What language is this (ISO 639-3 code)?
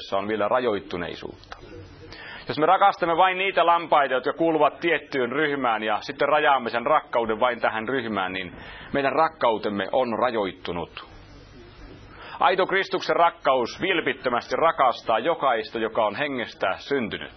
fin